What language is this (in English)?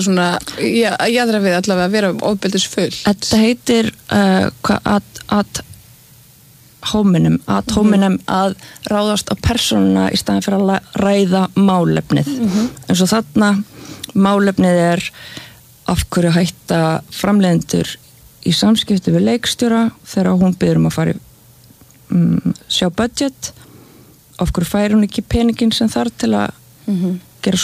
Icelandic